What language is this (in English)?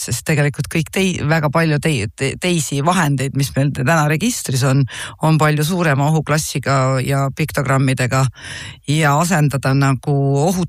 Estonian